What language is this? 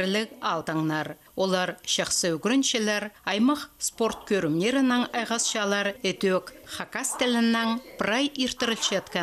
Khakas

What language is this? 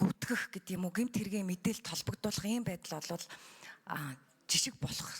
Mongolian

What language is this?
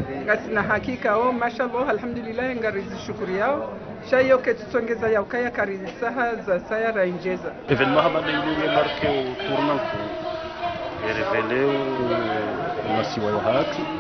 Ngazidja Comorian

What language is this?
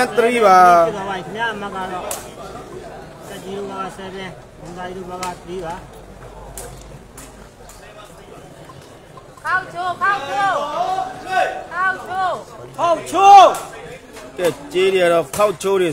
Burmese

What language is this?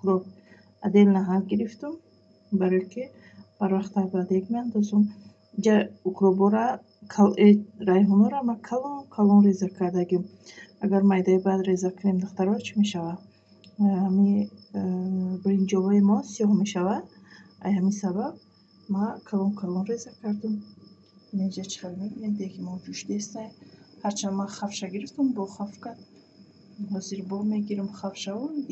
Tajik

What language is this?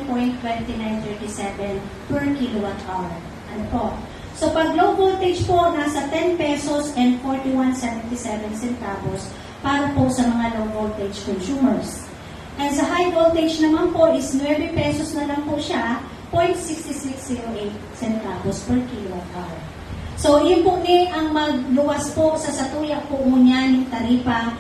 Bikol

